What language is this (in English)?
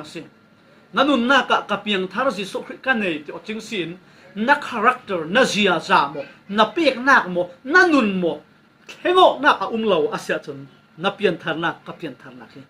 Falam Chin